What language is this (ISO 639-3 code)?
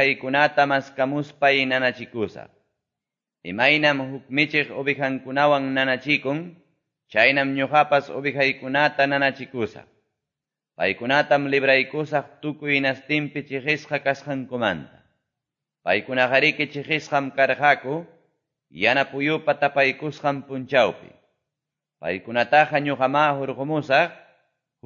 que